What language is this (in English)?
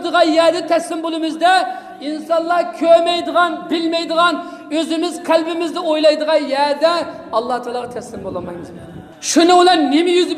Uyghur